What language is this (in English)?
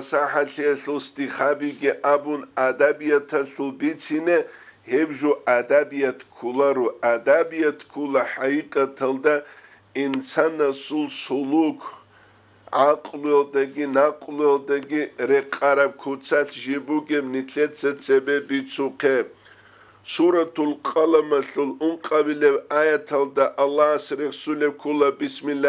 Avaric